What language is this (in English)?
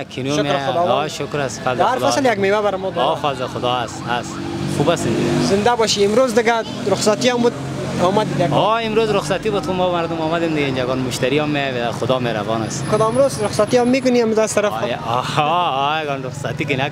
Persian